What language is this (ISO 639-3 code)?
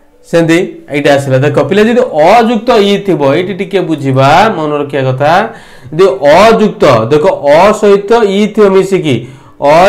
ori